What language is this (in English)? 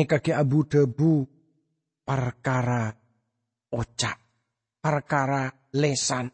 Madurese